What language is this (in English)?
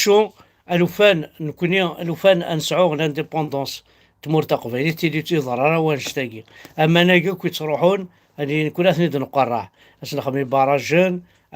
Kabyle